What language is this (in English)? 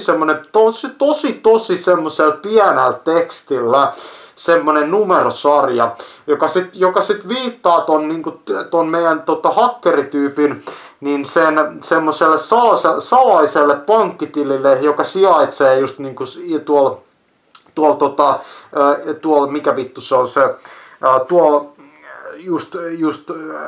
Finnish